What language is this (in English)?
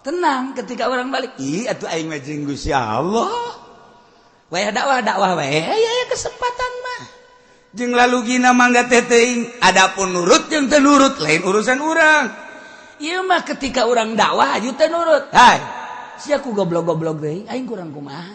Sundanese